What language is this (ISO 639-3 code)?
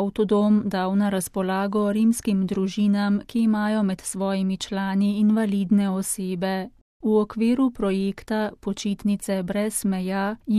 slv